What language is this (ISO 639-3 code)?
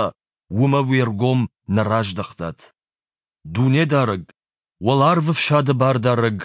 oss